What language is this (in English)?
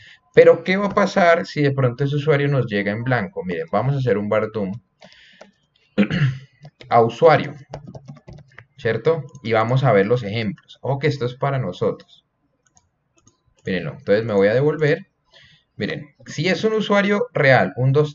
Spanish